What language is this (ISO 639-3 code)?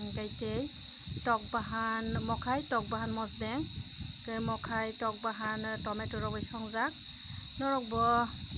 trp